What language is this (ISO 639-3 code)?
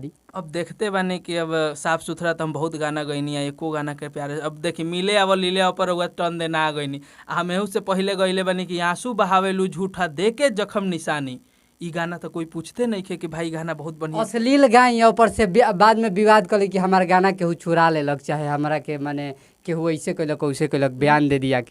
bho